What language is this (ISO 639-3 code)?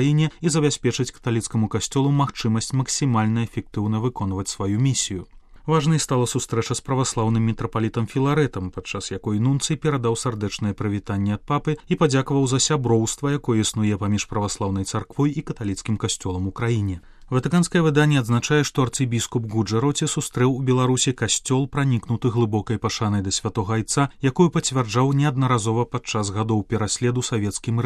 bel